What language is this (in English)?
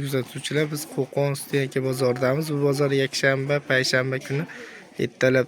Uzbek